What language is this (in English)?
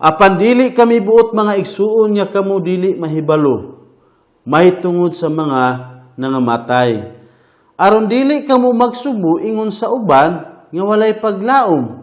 Cebuano